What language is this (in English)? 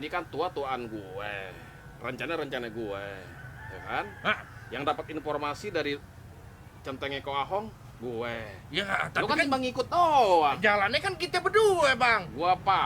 Betawi